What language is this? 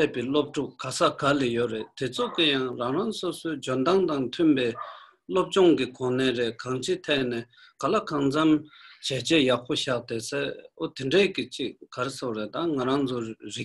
Tibetan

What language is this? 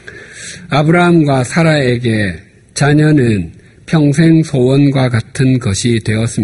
Korean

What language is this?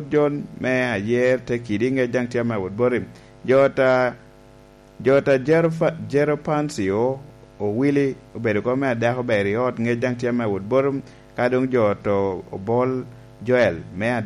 Lango (Uganda)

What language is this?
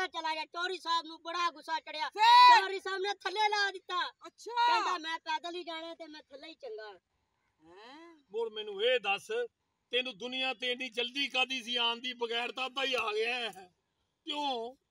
Punjabi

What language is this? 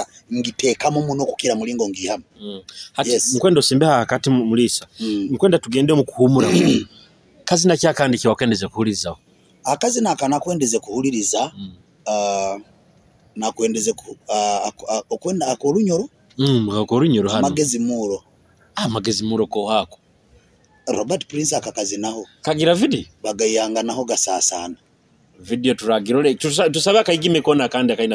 Nyoro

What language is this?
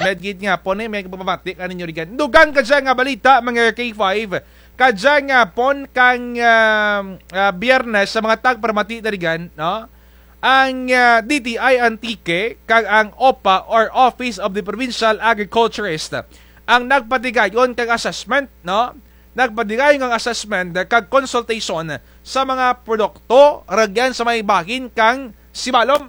Kinaray-a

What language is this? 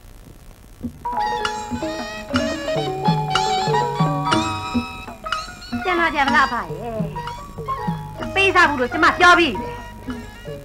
Burmese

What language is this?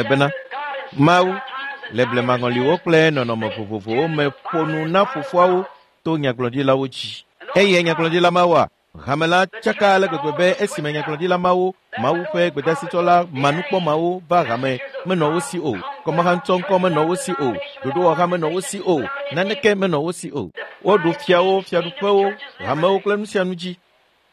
Ewe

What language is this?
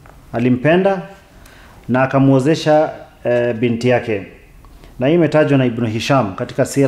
Swahili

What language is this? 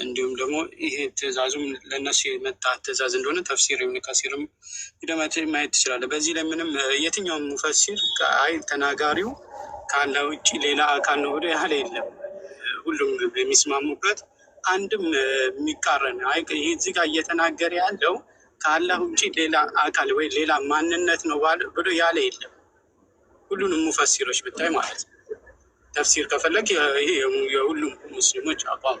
Amharic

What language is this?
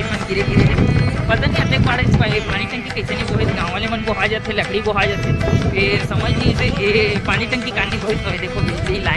Chhattisgarhi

